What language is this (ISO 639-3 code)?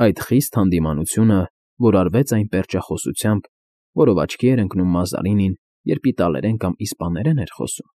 hye